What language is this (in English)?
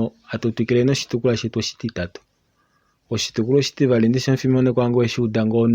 Kuanyama